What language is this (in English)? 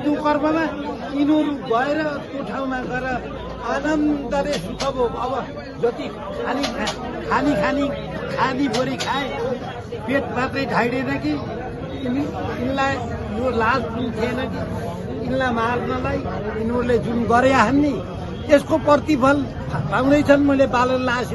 Nepali